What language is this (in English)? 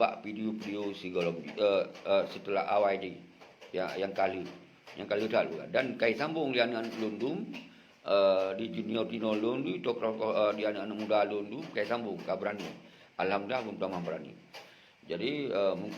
Achinese